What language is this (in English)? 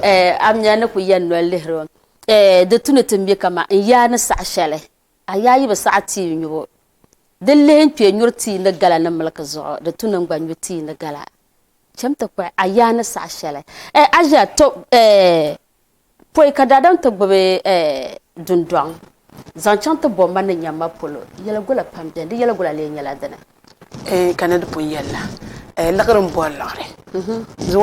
Dagbani